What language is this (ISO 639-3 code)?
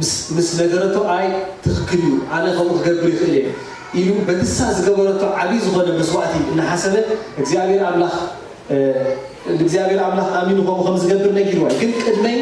tir